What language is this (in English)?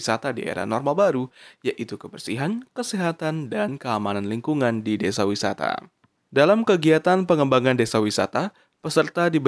Indonesian